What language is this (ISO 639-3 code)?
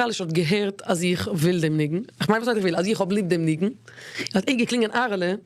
yid